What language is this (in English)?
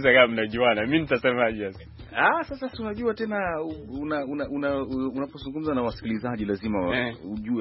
Swahili